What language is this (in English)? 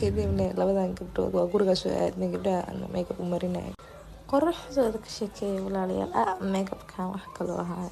Somali